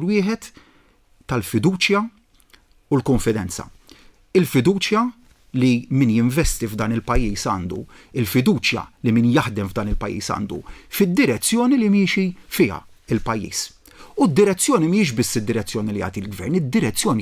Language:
Maltese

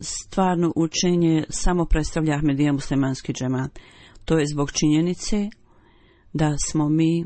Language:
Bosnian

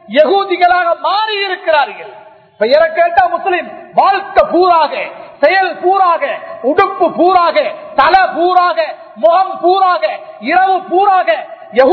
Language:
Tamil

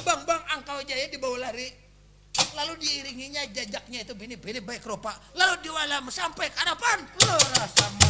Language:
Banjar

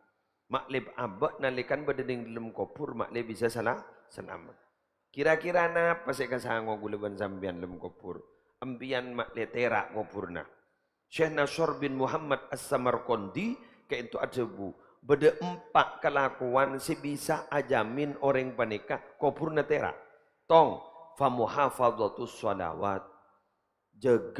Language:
Madurese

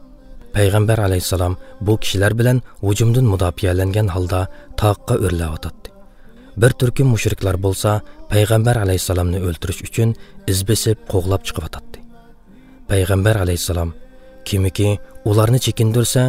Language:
Uyghur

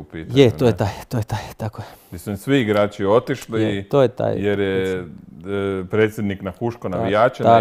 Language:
Croatian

